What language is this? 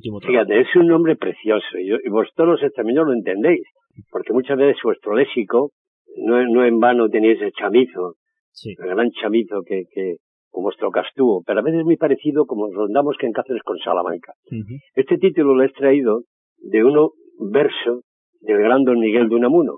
Spanish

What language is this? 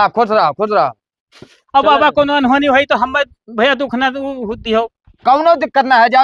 Awadhi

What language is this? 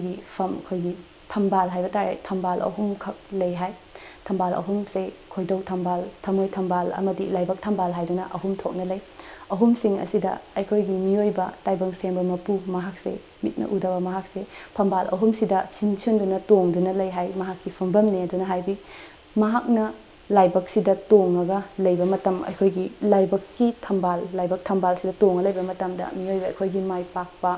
Manipuri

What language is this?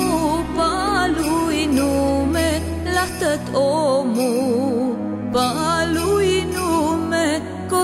Romanian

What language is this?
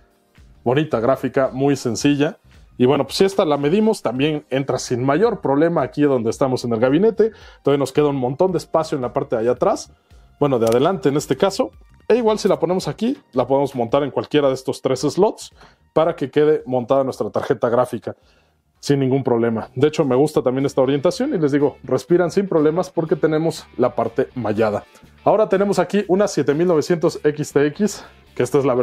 Spanish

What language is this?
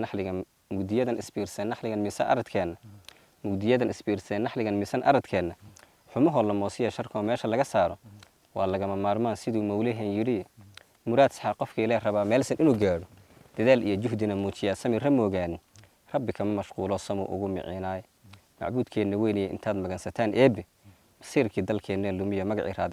Somali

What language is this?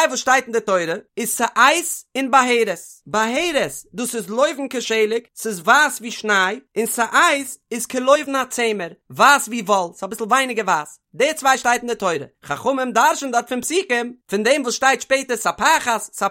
Yiddish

